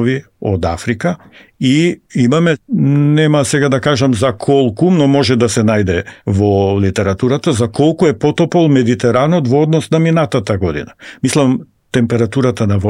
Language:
Macedonian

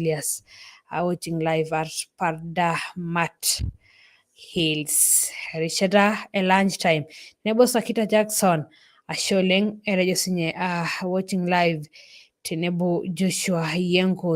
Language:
Masai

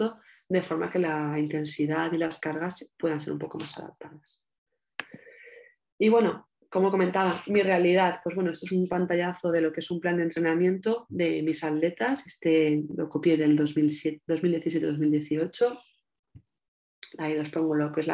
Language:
Spanish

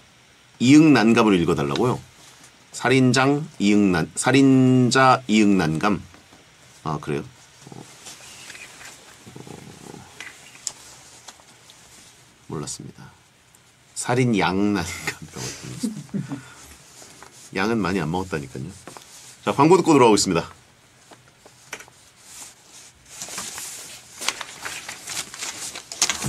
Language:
Korean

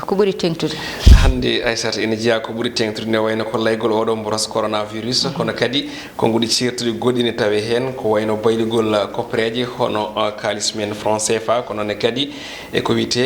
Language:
Fula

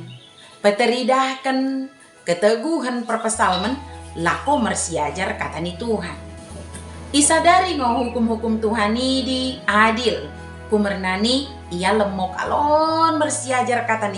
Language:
Batak Dairi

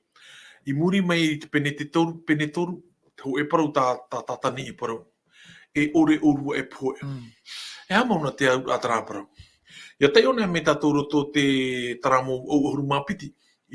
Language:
Tahitian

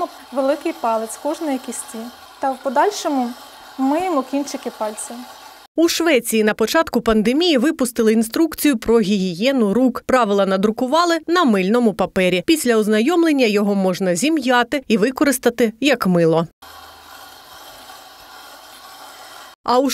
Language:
Ukrainian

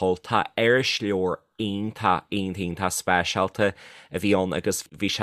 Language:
Irish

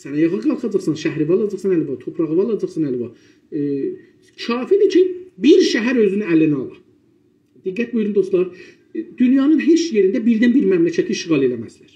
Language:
South Azerbaijani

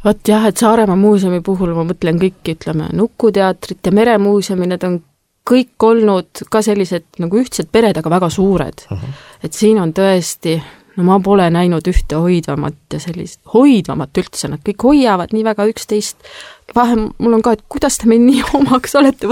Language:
Estonian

